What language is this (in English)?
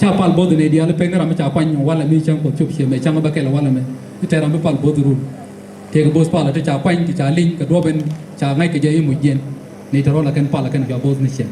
Nuer